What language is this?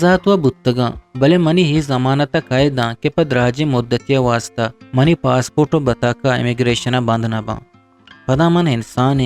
Eastern Balochi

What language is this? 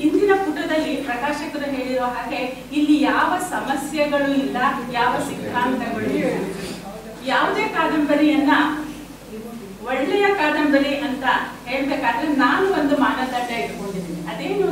Kannada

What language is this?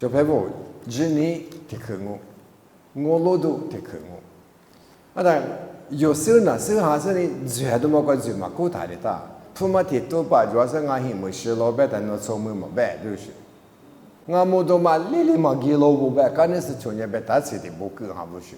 Lisu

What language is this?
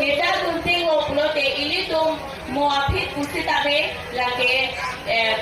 Karbi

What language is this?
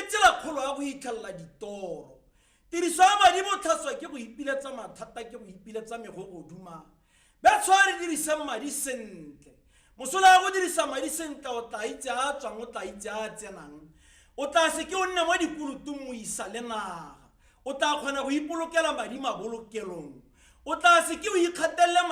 Tswana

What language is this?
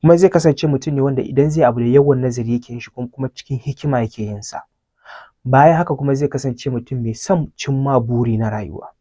Hausa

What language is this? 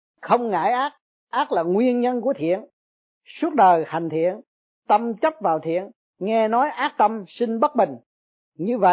Vietnamese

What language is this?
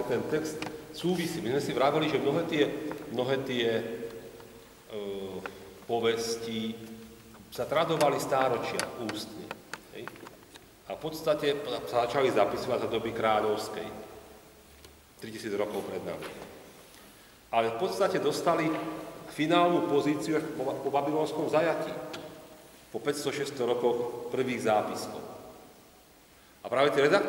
Slovak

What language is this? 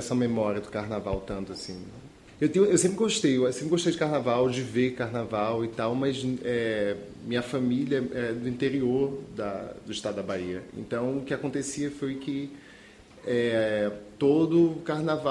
Portuguese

